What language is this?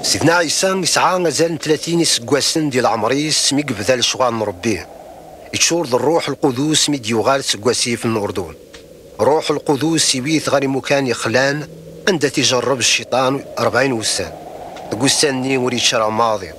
Kabyle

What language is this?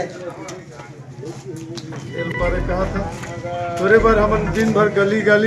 Chhattisgarhi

